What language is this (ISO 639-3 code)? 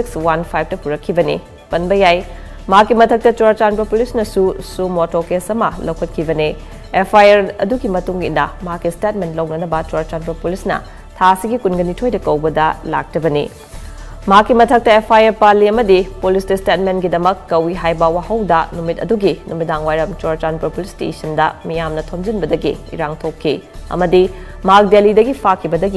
mni